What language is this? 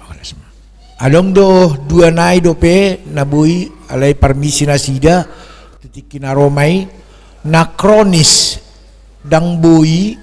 Batak Toba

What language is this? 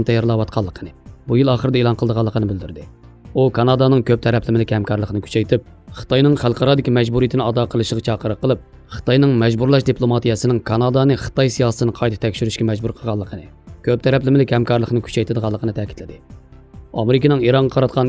Uyghur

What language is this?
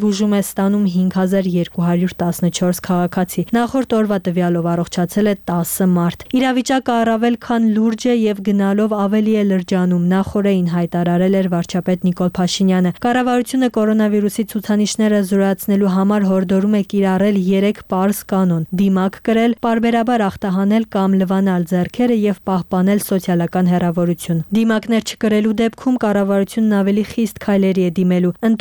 Armenian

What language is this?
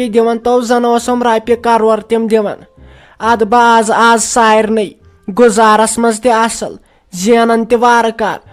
Kashmiri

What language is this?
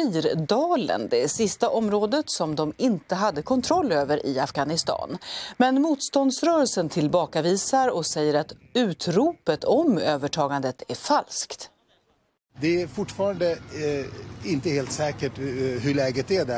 Swedish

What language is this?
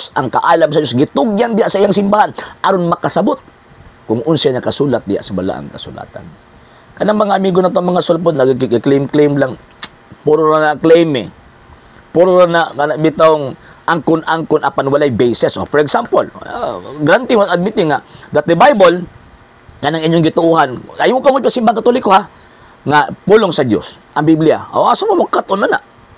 Cebuano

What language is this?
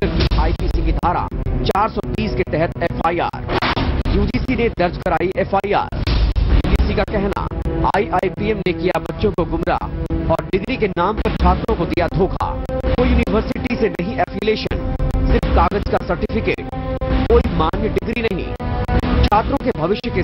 Hindi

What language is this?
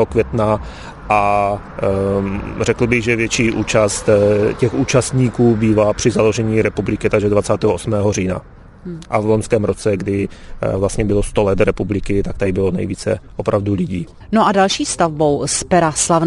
Czech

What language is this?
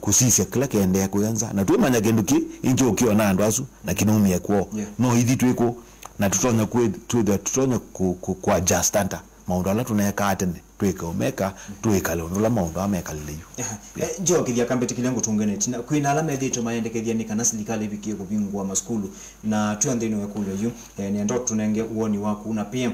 Kamba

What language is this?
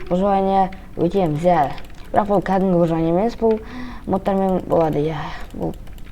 Kazakh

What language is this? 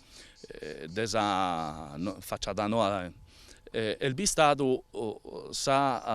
Sardinian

